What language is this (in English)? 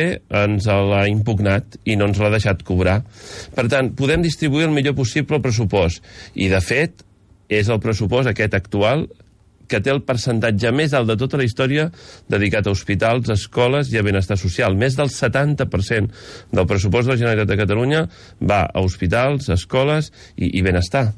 Catalan